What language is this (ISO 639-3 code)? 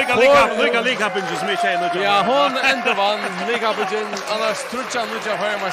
fao